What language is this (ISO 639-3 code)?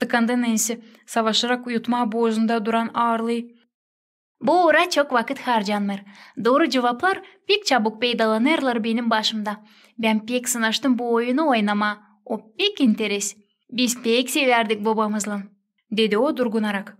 gag